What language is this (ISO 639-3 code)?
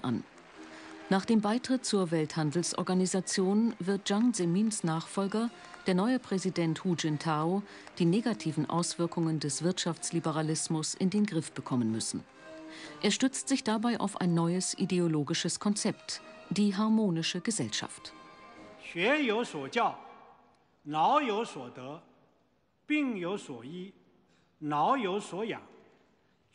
deu